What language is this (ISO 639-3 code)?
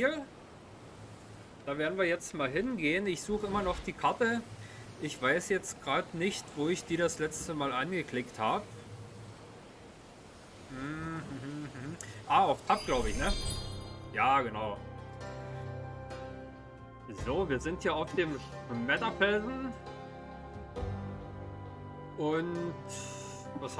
deu